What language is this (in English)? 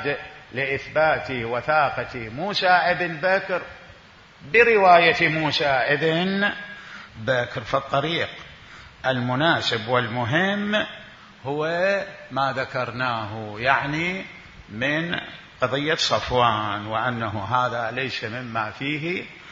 Mesopotamian Arabic